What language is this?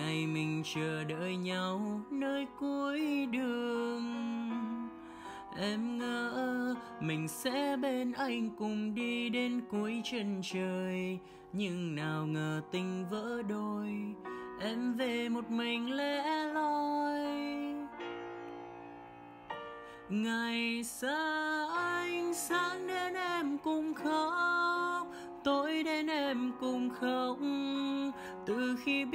Vietnamese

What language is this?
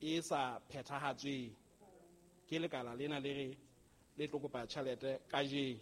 Southern Sotho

